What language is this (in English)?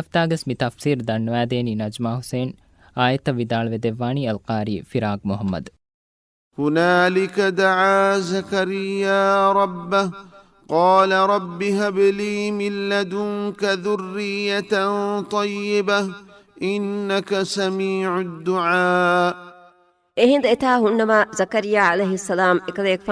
Divehi